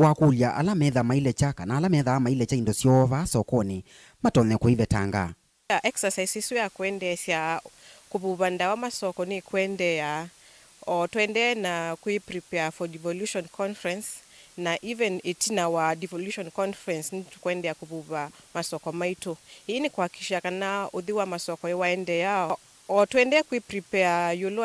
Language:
Kamba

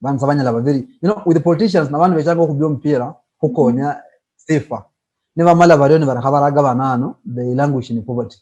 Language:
Luyia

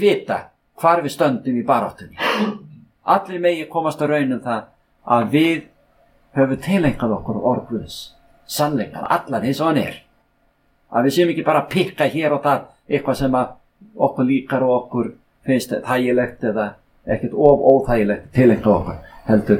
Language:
Icelandic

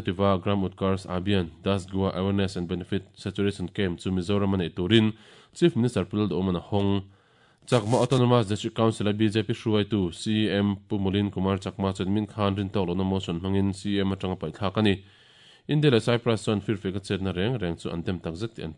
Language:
Mizo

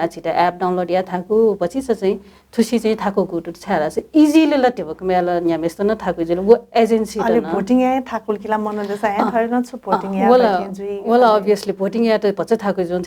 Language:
Newari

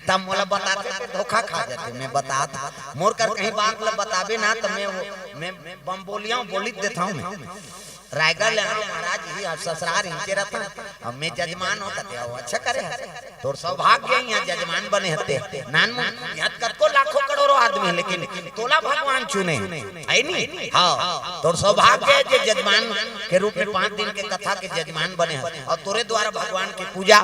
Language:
Chhattisgarhi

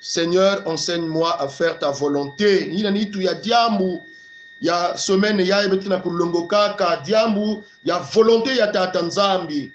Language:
Kongo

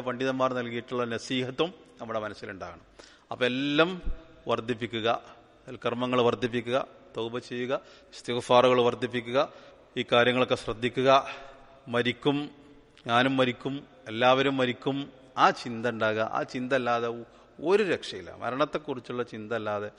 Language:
Malayalam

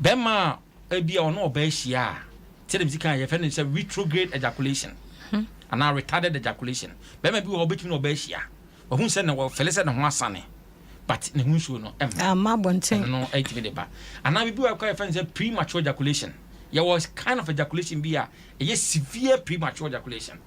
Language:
Akan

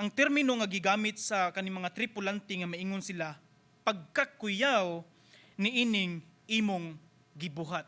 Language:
Cebuano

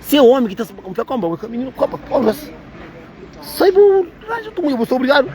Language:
Kabuverdianu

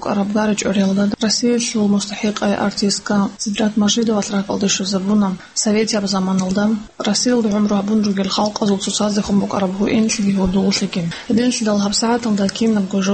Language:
Avaric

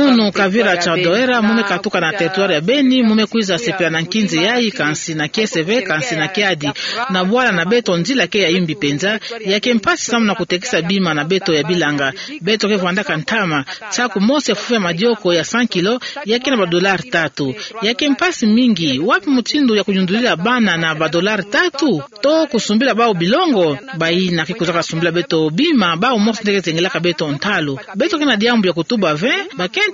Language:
Kituba (Democratic Republic of Congo)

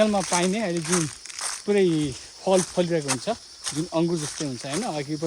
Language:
Nepali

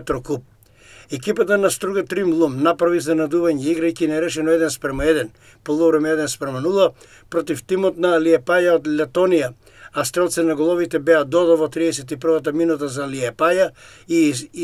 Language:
Macedonian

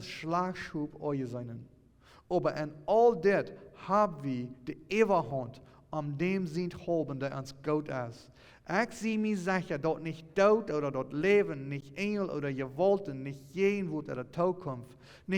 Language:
Plautdietsch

